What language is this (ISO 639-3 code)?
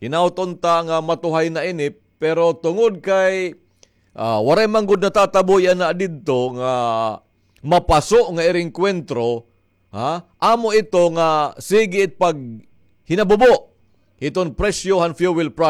war